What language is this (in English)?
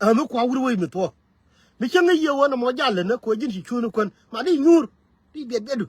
Nuer